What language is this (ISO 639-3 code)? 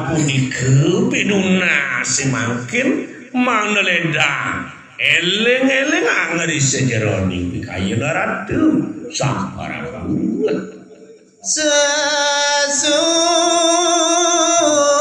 ban